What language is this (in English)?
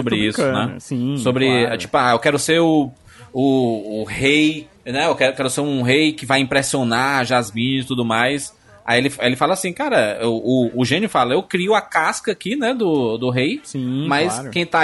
Portuguese